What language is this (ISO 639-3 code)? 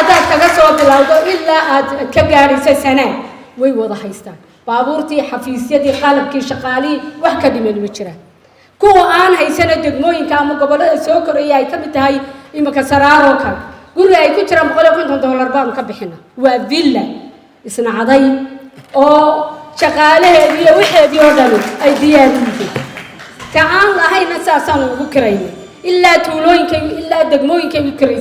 som